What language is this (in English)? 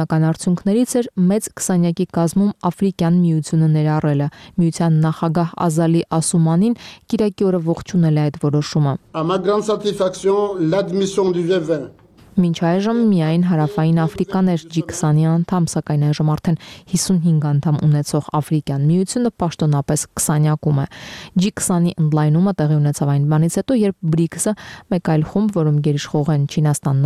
Armenian